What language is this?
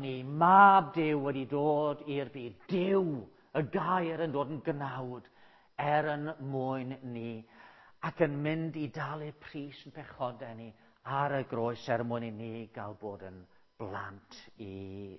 Welsh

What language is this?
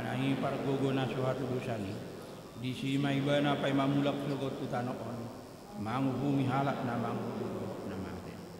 Batak Toba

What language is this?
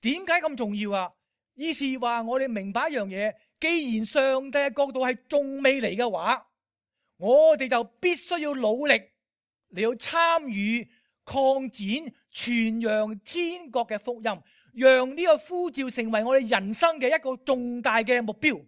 Cantonese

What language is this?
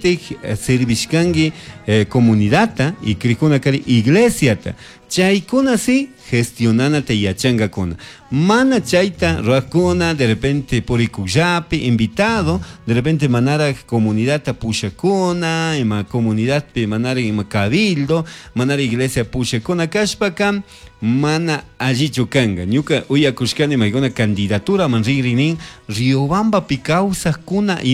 Chimborazo Highland Quichua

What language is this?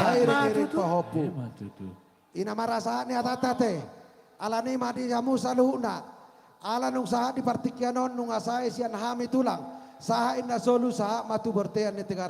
Batak Toba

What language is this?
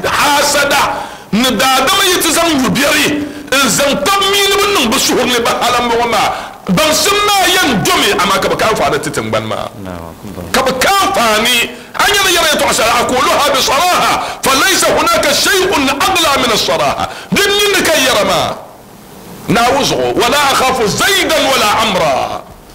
Dagbani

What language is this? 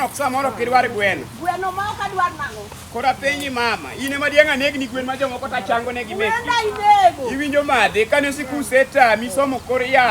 Luo (Kenya and Tanzania)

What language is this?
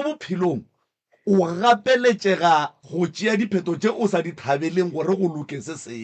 Northern Sotho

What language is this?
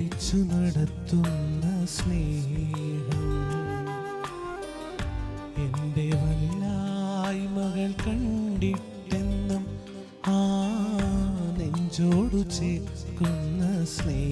Malayalam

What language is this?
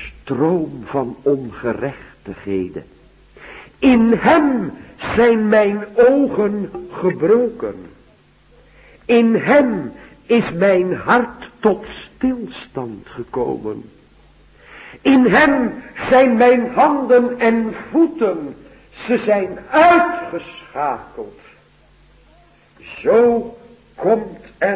Dutch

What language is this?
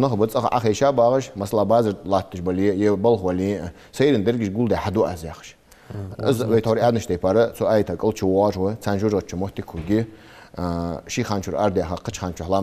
Ingush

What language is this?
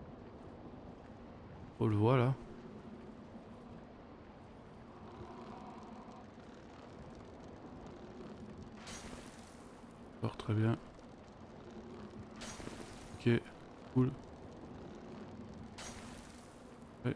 French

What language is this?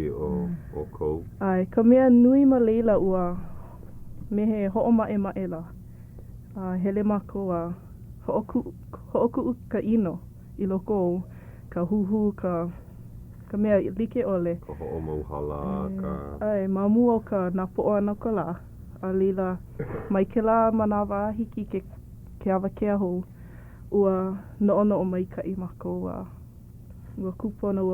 Hawaiian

